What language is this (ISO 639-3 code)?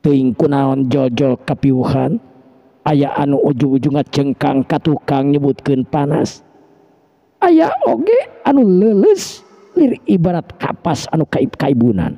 sun